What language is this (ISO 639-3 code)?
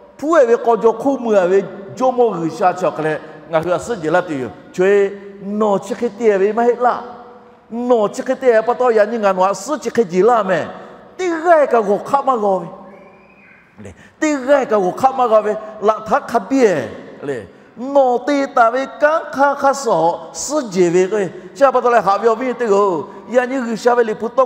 lhu